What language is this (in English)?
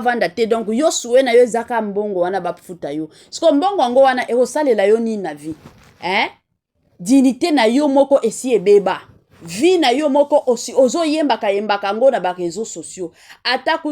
Lingala